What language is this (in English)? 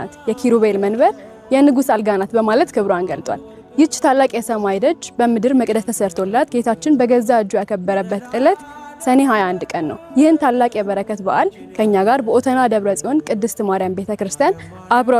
Amharic